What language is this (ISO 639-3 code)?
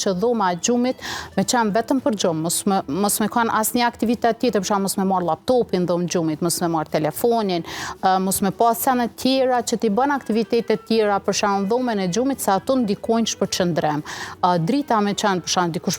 sqi